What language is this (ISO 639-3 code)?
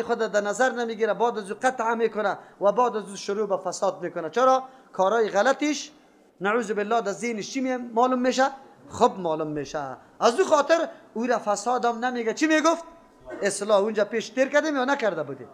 fas